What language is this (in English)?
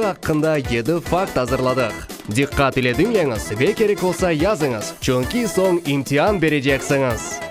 Crimean Tatar